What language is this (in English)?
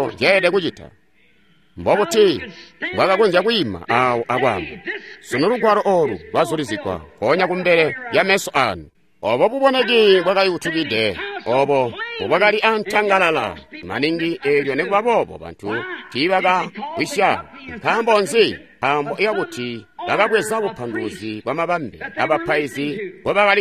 Tonga (Zambia)